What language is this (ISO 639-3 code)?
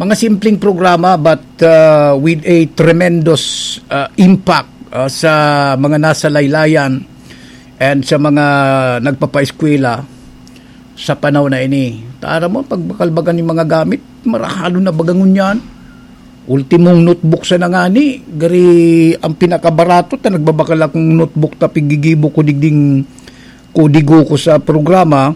bik